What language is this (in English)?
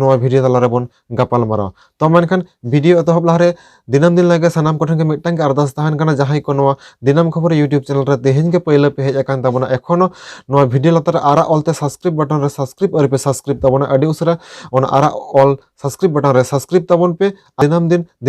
Santali